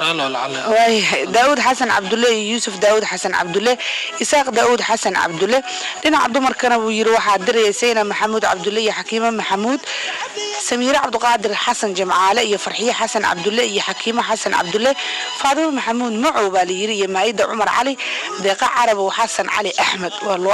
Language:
Somali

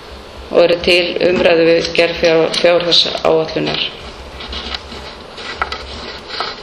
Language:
Icelandic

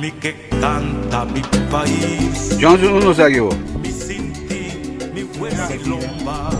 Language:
Papiamento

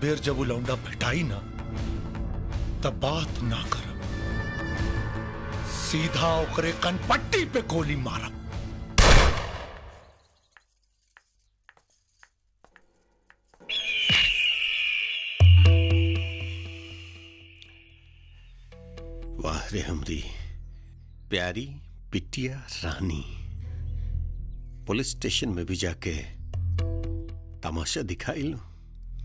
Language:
Bhojpuri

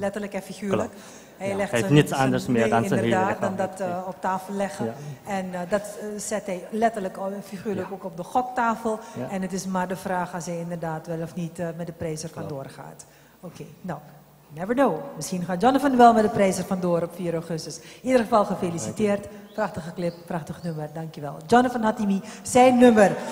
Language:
Dutch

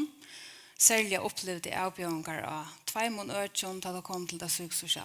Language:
Faroese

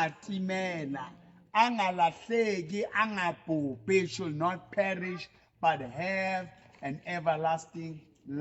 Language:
Southern Sotho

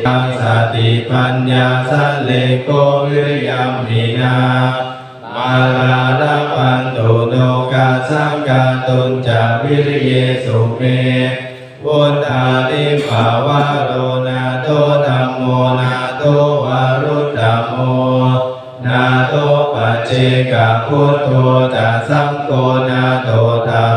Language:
Pali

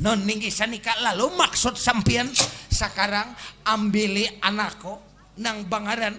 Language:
Banjar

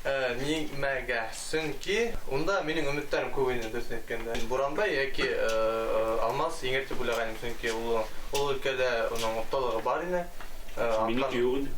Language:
Bashkir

